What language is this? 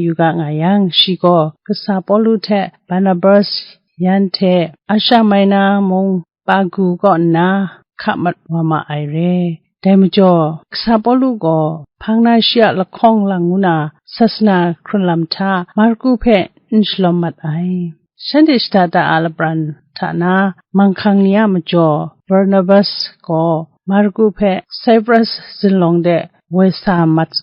Kachin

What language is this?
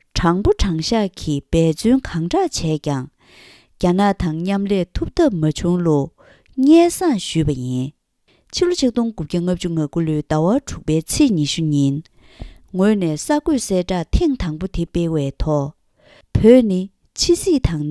Tibetan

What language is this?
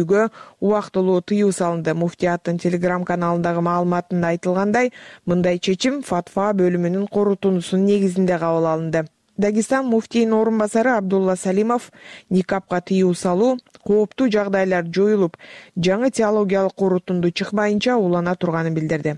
Kyrgyz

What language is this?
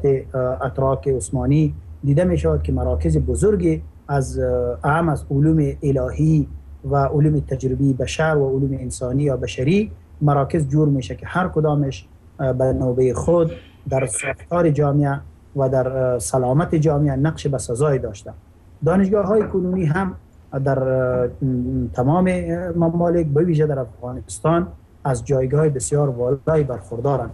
Persian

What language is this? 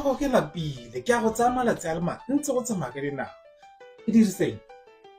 Tswana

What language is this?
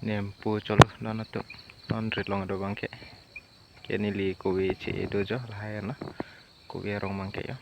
Karbi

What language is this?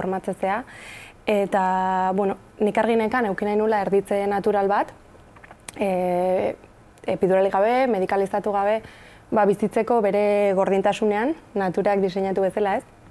Basque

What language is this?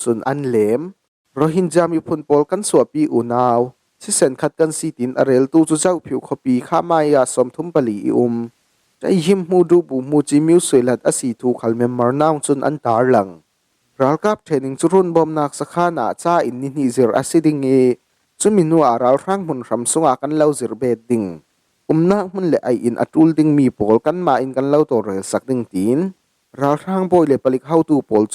Falam Chin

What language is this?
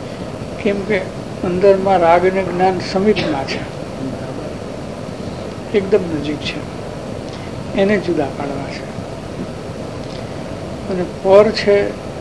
Gujarati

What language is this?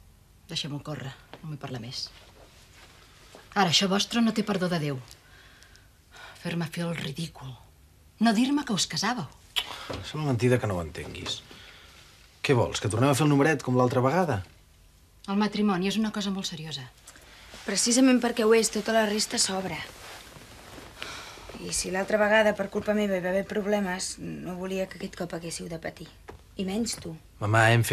Catalan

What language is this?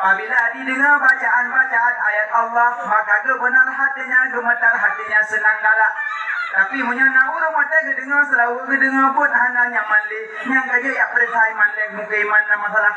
Achinese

